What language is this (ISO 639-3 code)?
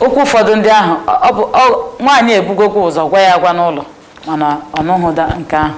ibo